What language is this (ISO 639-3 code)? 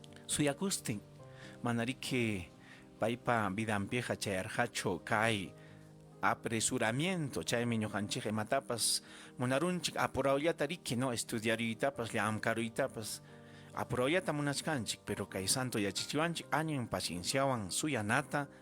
quy